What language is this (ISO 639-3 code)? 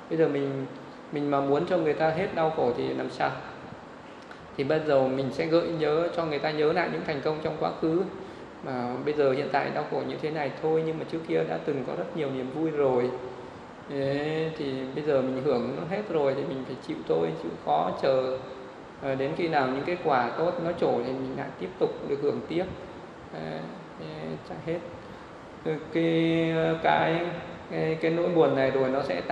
vie